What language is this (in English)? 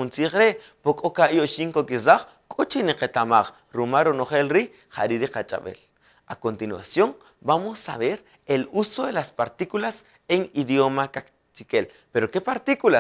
Kaqchikel